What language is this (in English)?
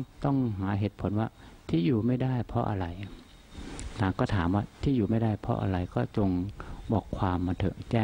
Thai